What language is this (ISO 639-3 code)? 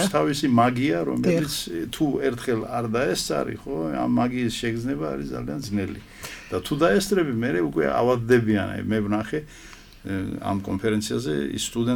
kat